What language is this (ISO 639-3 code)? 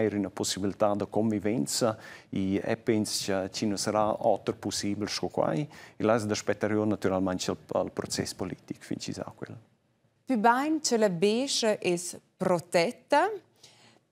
roh